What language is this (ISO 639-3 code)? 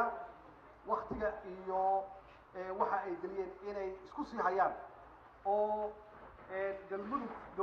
som